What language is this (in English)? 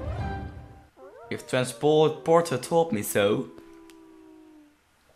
Dutch